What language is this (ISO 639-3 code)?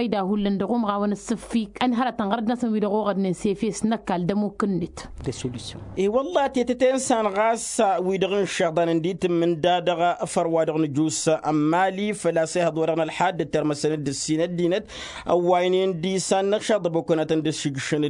taq